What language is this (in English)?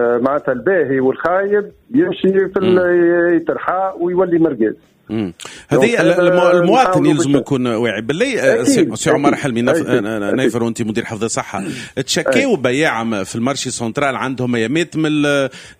Tunisian Arabic